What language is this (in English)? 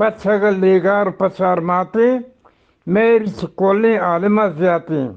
Eastern Balochi